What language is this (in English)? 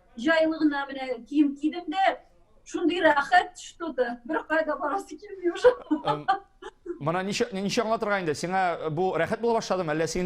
Tatar